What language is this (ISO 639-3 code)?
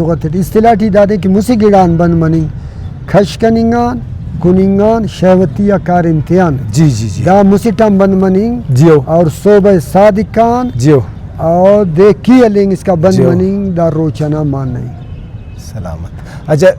brh